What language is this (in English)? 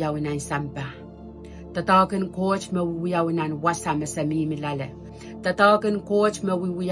Pohnpeian